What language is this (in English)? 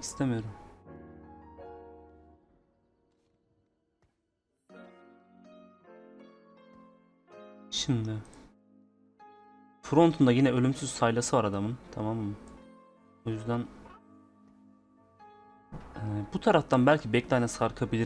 Turkish